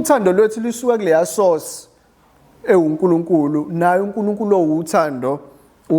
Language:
Zulu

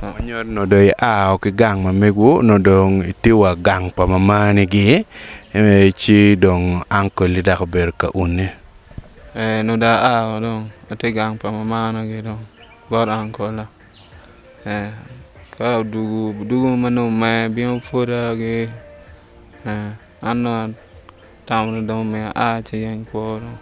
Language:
Acoli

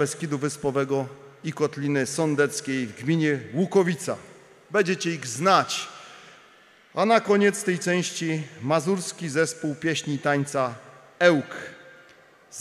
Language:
Polish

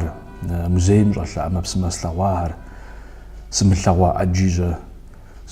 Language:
Kabardian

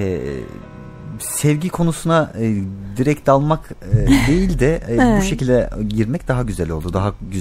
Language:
Turkish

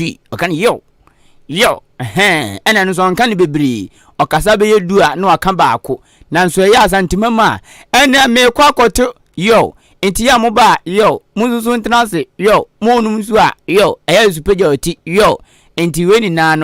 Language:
Akan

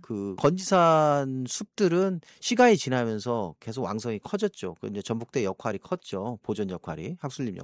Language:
Korean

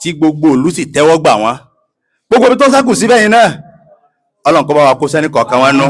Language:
Yoruba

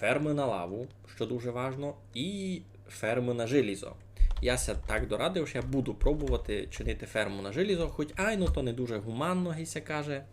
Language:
Rusyn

